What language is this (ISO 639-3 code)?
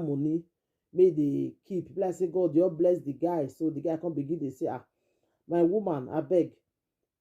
pcm